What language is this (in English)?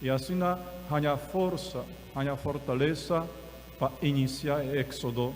Papiamento